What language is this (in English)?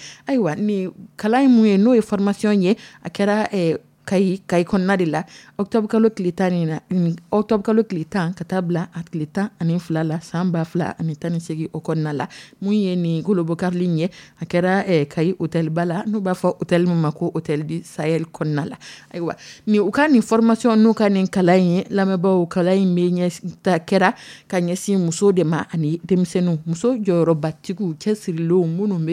Dyula